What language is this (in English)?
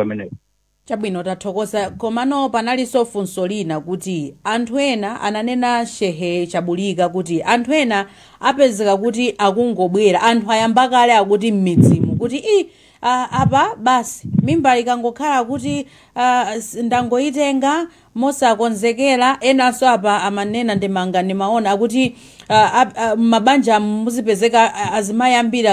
Nyanja